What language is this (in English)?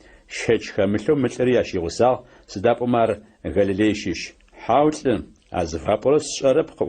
Adyghe